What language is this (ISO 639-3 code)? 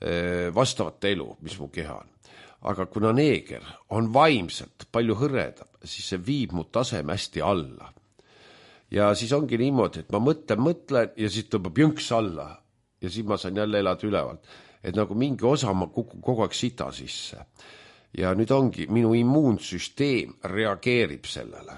est